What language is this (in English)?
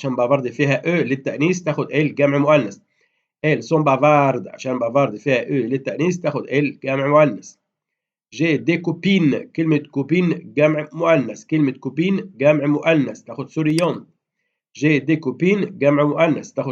Egyptian Arabic